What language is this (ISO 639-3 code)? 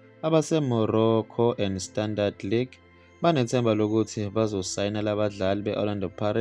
zul